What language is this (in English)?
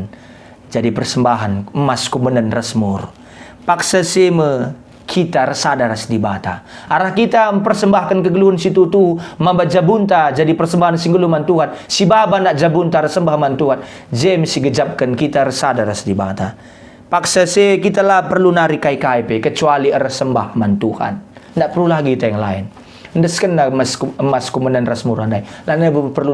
Batak Karo